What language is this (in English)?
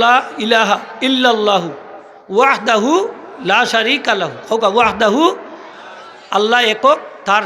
Sylheti